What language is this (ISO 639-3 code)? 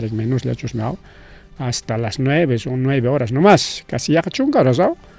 quy